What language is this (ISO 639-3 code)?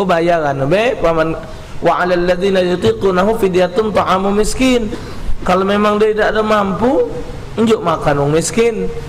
mui